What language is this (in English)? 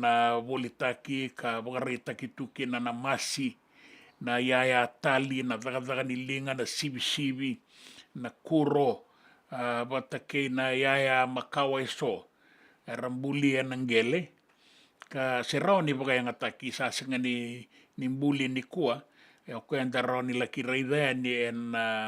Fijian